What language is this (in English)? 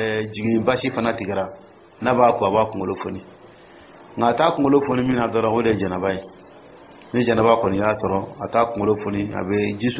Dyula